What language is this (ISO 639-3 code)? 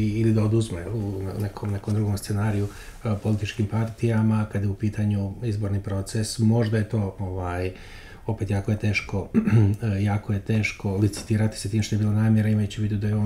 bos